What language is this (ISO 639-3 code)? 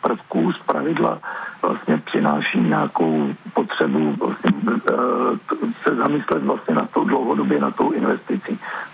ces